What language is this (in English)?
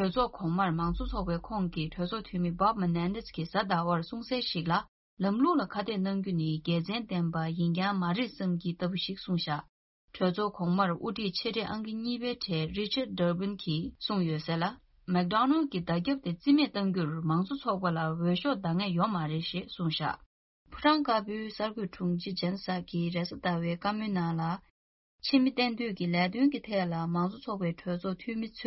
Tibetan